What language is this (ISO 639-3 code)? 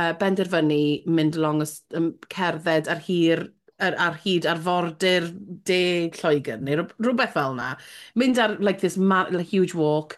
cym